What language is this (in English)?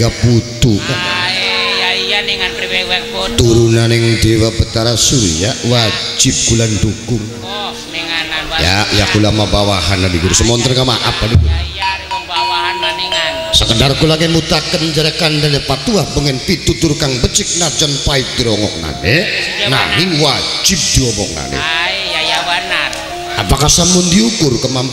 Javanese